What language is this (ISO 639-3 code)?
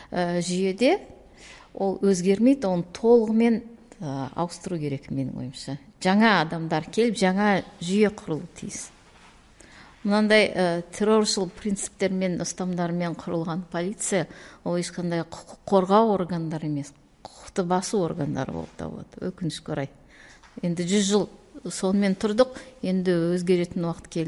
kaz